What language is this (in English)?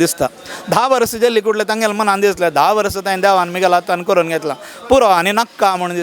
Konkani